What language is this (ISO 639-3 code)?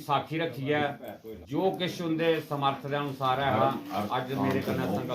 doi